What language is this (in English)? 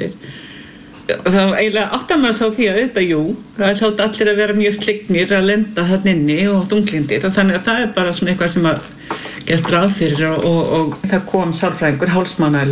Icelandic